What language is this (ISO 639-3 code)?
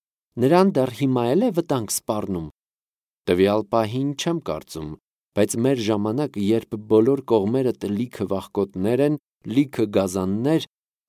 hye